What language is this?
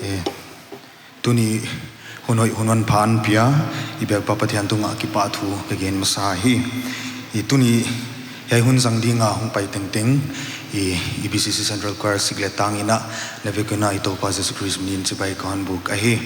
Paite Chin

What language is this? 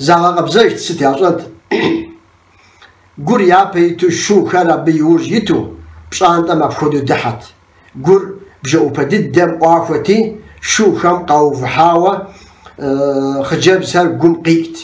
Kabardian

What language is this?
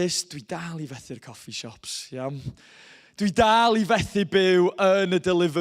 Welsh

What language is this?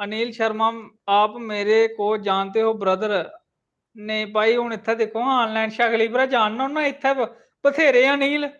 Dogri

